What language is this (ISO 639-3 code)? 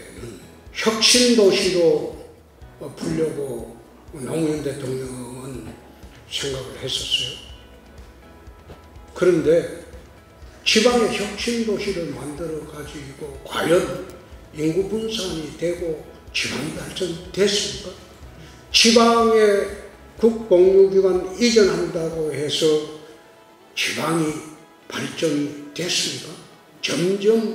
kor